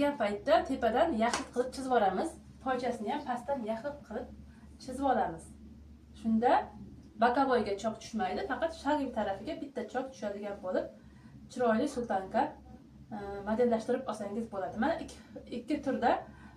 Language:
Uzbek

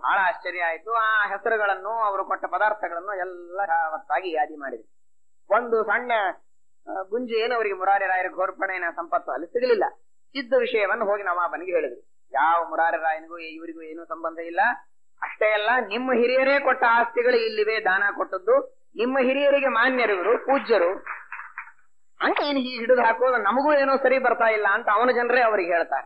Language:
Kannada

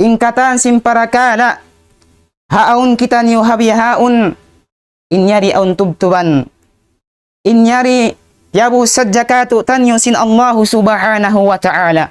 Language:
Tausug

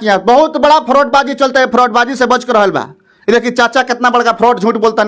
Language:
Bhojpuri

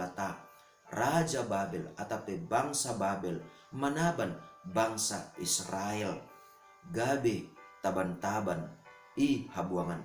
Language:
Batak Simalungun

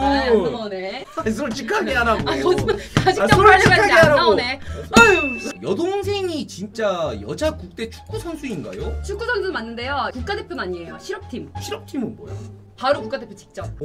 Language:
Korean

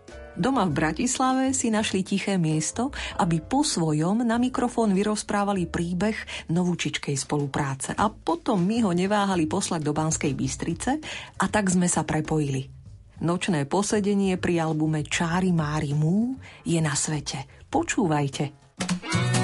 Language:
Slovak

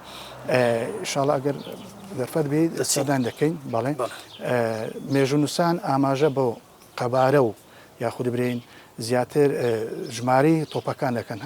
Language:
Central Kurdish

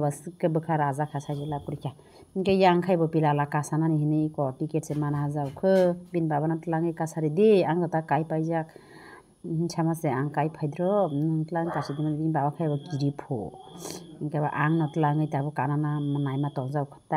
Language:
Kok Borok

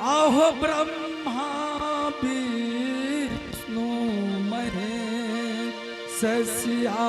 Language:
Angika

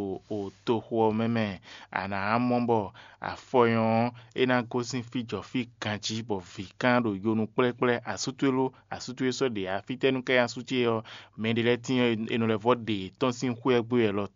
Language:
Fon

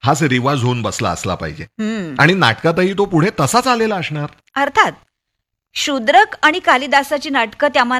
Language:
Marathi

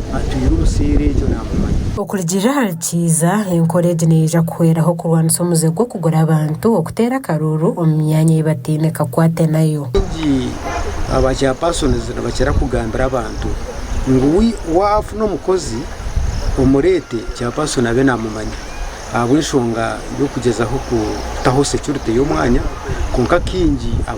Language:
Nyankole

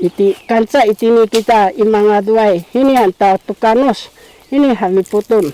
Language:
Sakizaya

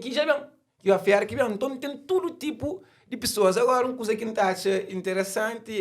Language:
Kabuverdianu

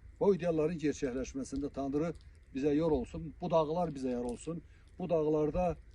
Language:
Azerbaijani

